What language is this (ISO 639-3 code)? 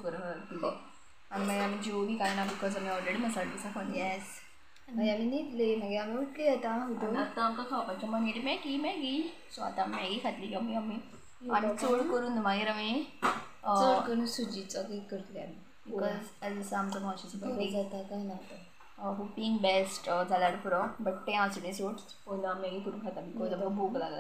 kok